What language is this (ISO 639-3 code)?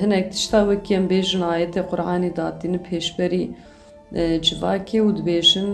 kur